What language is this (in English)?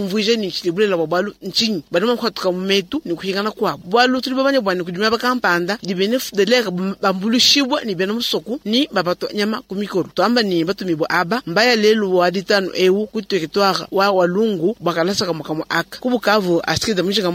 Luba-Lulua